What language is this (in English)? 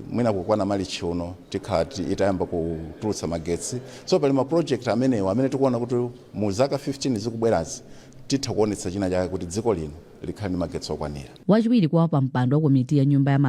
Nyanja